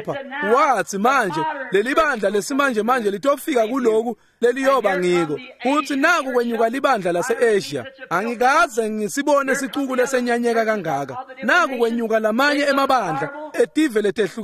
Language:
Swati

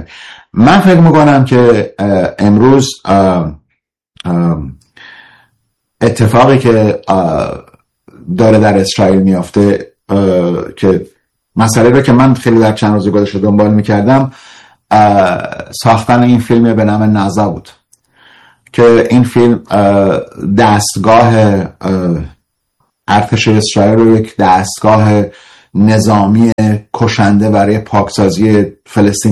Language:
Persian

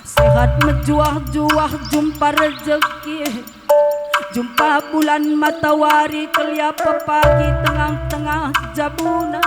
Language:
Batak Karo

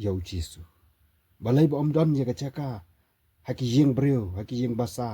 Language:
Khasi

